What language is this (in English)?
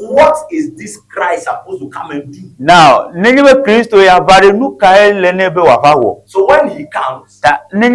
Ewe